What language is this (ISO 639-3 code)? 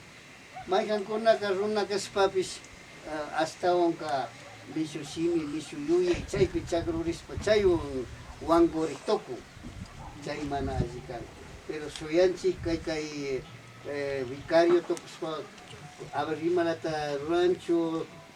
qvi